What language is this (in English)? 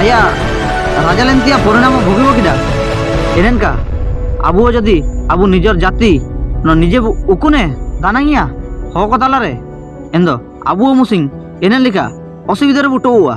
Ho